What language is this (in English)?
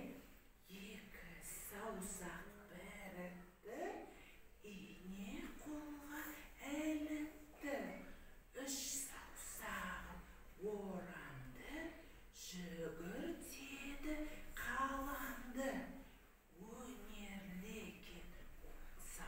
Kazakh